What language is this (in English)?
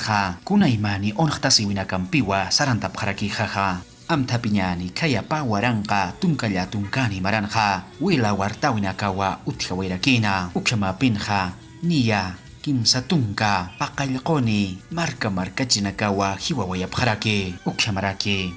Aymara